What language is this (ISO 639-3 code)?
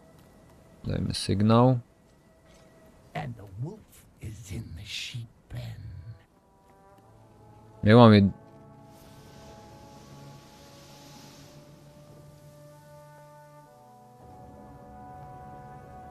pol